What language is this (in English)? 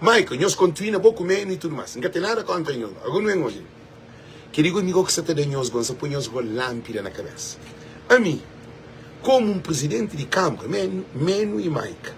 Kabuverdianu